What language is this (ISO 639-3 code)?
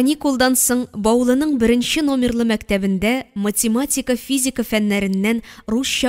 tat